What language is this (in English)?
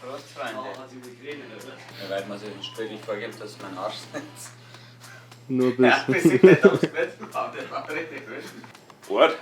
Bavarian